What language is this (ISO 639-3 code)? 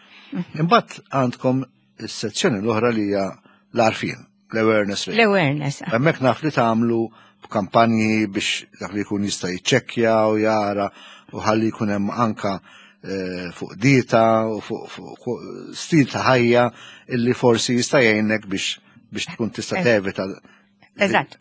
mlt